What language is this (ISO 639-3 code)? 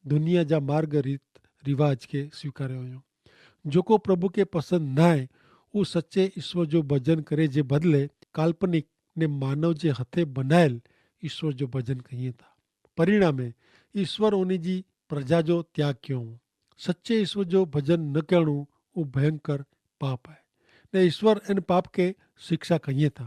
kfr